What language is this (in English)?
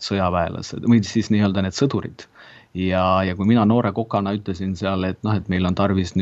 Estonian